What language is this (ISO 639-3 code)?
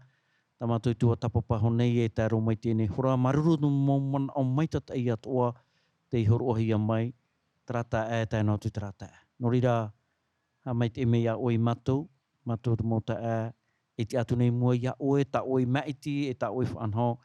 tah